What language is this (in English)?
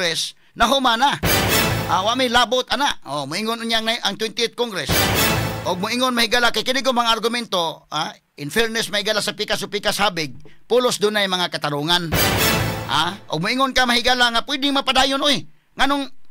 Cebuano